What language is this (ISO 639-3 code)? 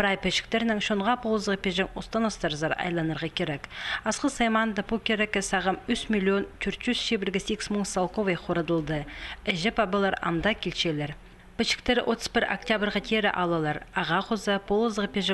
kjh